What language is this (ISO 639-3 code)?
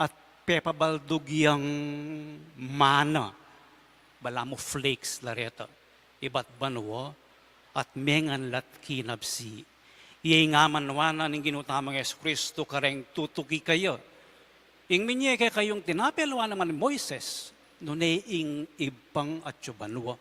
pam